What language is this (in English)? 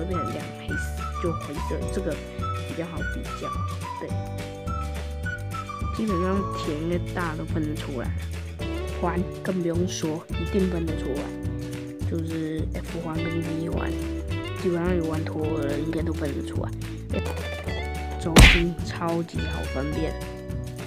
Chinese